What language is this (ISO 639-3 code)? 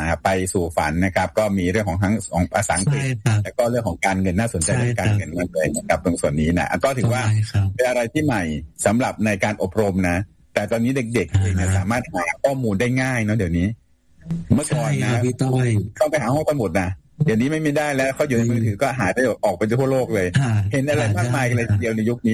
tha